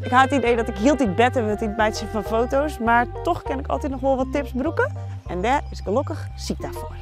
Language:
Western Frisian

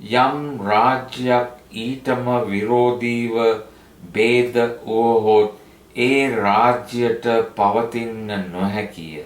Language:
Sinhala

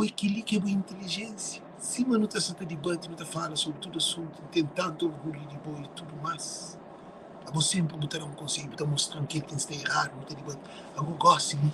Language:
Kabuverdianu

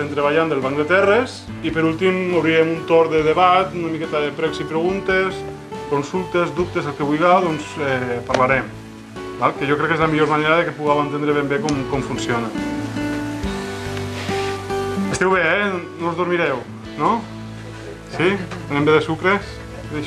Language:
Catalan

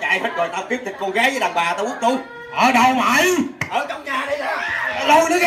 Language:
Vietnamese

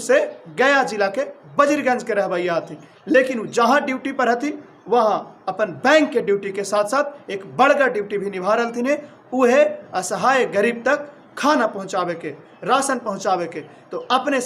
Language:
Magahi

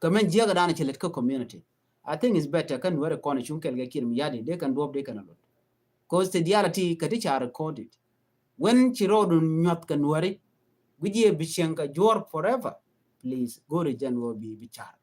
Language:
Nuer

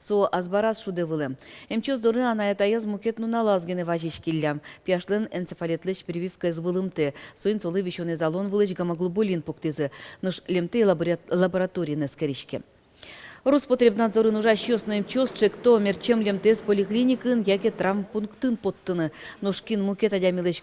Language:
Udmurt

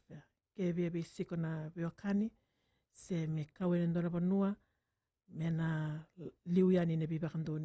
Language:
Fijian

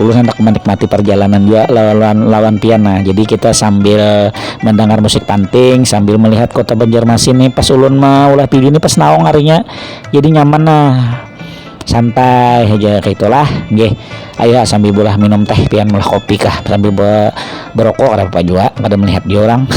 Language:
Banjar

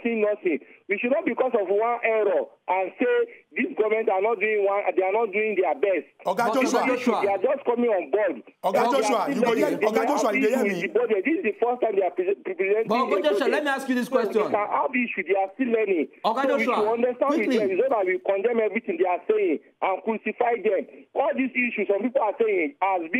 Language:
Nigerian Pidgin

